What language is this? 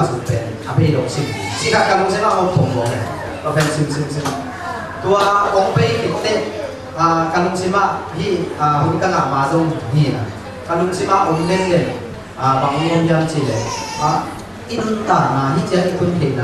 Tedim Chin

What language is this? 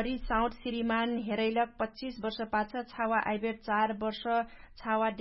Dangaura Tharu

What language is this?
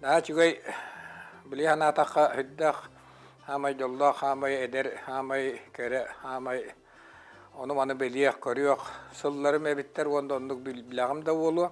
Yakut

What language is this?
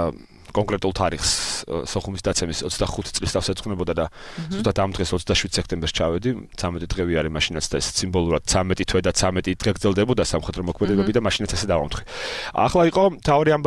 Georgian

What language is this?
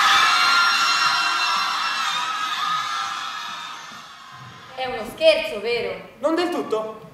Italian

